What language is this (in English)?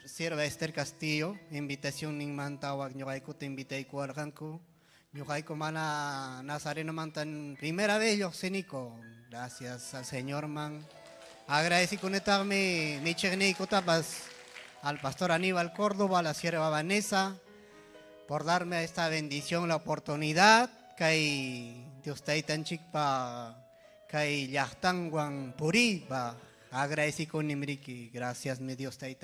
Ayacucho Quechua